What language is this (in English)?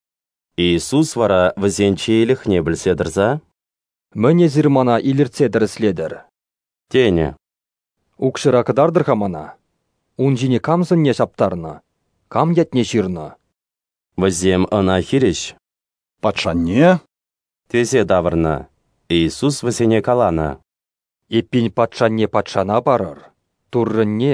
Chuvash